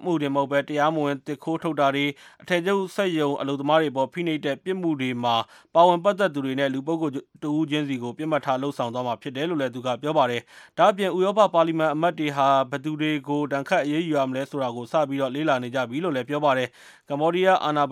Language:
Burmese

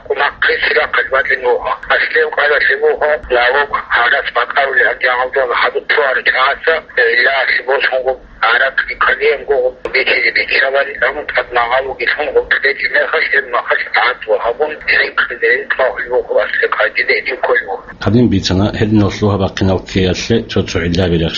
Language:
Avaric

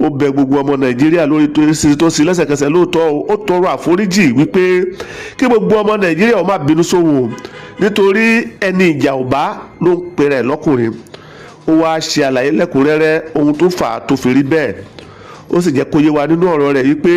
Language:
Yoruba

